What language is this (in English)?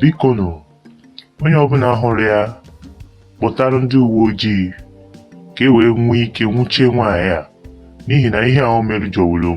Igbo